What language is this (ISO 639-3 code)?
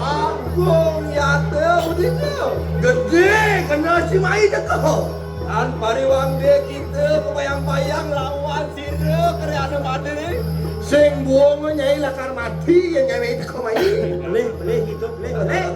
ban